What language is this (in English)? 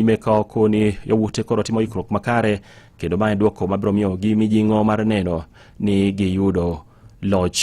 Luo (Kenya and Tanzania)